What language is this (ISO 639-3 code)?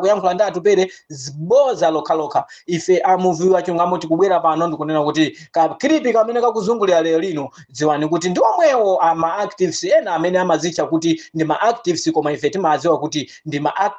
nya